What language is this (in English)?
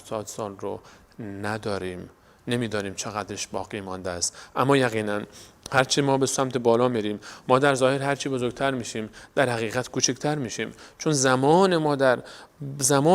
Persian